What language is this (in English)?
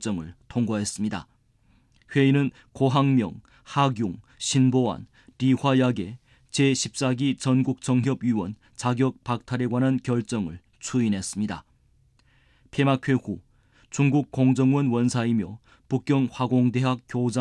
Korean